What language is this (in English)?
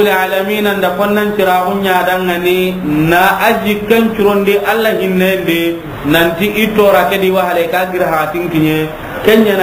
Soninke